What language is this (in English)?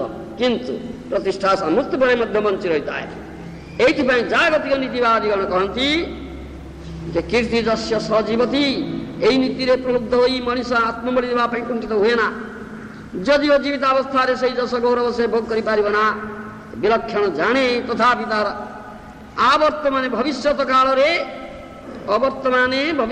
Odia